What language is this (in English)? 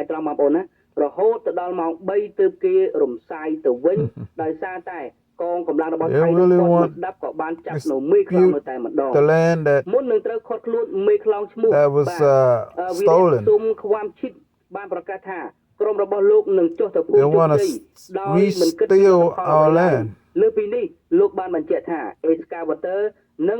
Khmer